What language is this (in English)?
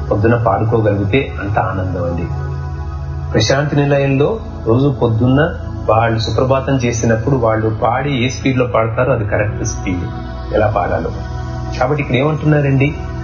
Telugu